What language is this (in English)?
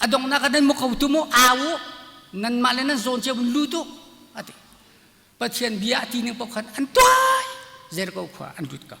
Hakha Chin